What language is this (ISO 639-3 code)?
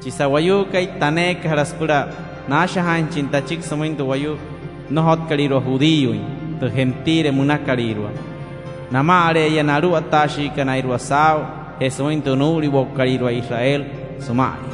guc